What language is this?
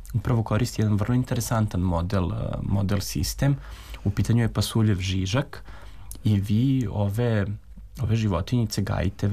Serbian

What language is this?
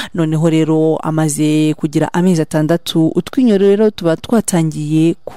Kinyarwanda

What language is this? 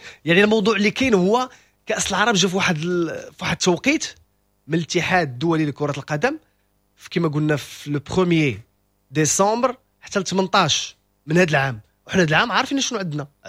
Moroccan Arabic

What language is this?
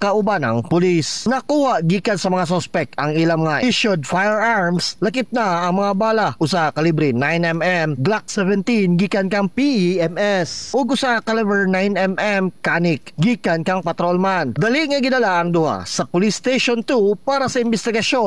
Cebuano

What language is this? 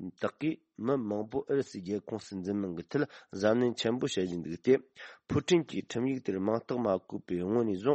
Tibetan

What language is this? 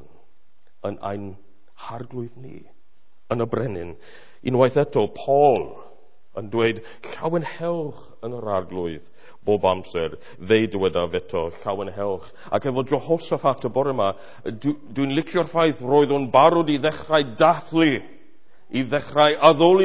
Welsh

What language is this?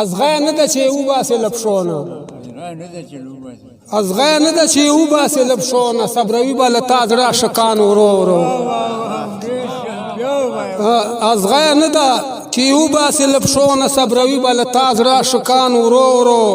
Pashto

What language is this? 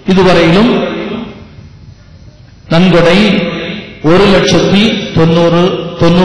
Tamil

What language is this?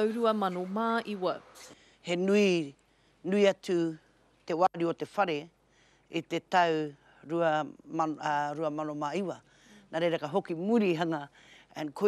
Māori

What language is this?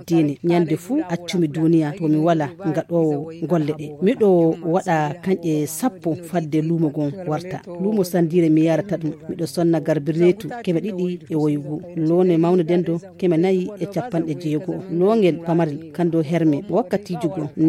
Fula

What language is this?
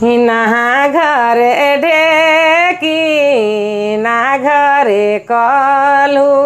Sadri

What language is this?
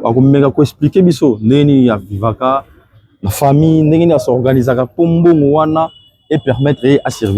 Lingala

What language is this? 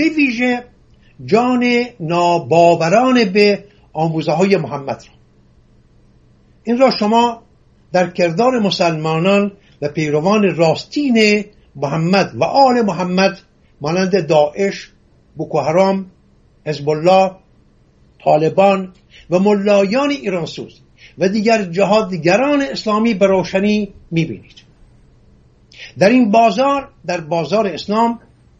Persian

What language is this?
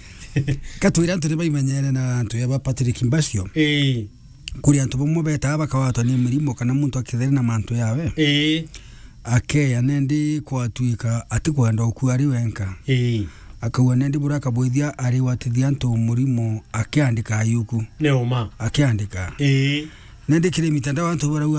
Meru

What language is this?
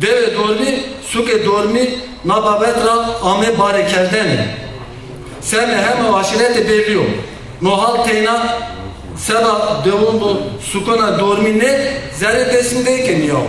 Zaza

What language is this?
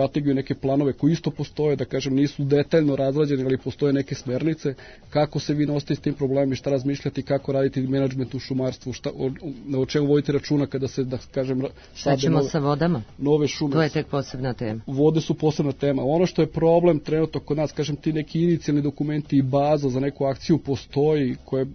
Serbian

